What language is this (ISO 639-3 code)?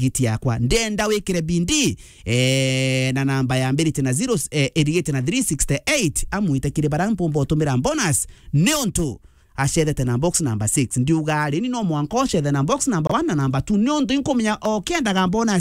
mer